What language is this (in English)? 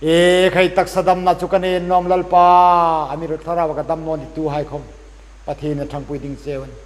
Hmar